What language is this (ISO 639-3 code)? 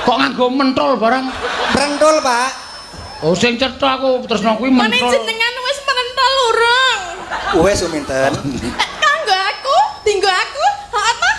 jav